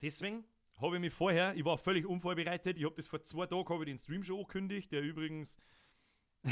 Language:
Bavarian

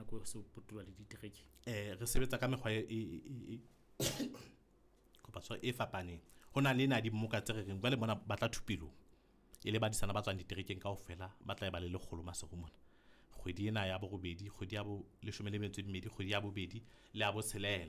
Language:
Southern Sotho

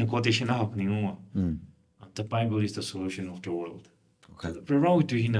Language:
Tangkhul Naga (India)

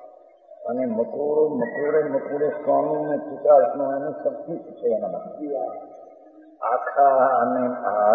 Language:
Gujarati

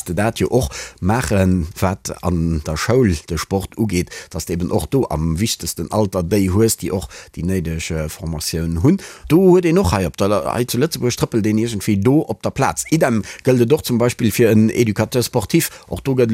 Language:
Luxembourgish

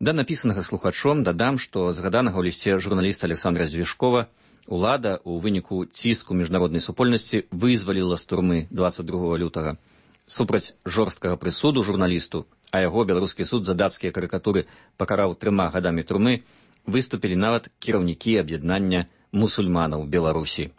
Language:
Belarusian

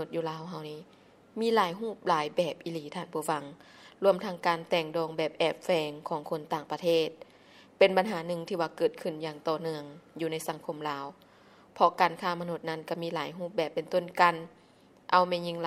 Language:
Lao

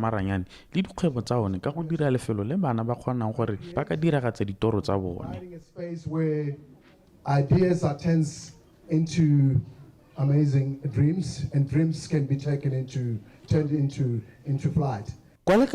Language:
Tswana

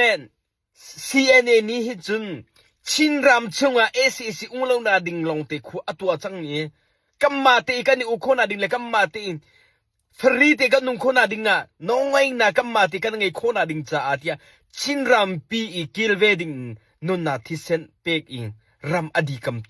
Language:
Hakha Chin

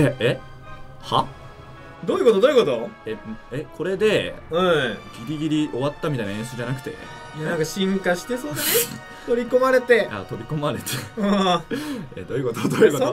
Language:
Japanese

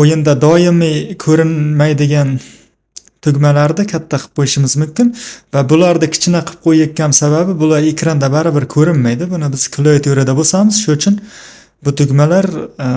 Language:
Uzbek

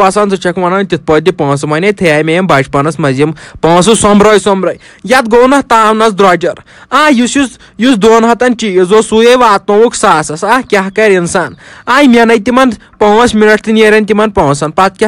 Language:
Kashmiri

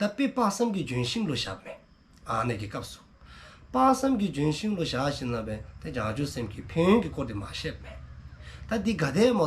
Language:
Dzongkha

